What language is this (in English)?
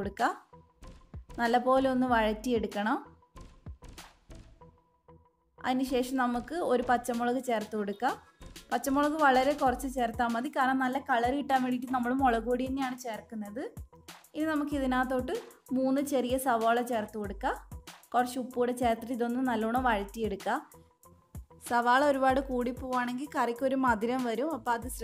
Malayalam